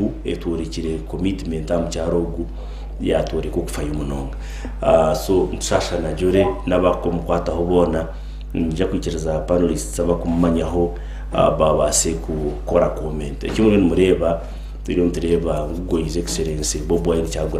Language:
Nyankole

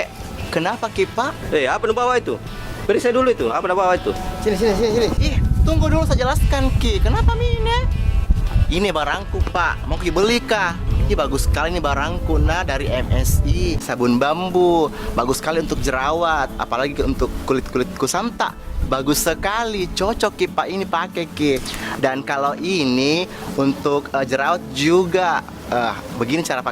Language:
Makassar Malay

